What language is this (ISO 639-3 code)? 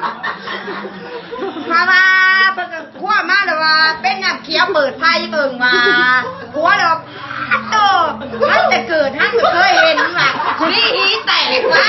lao